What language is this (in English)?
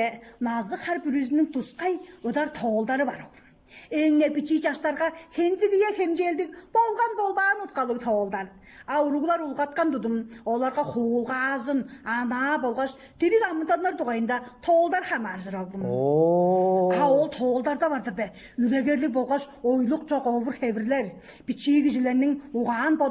Tuvinian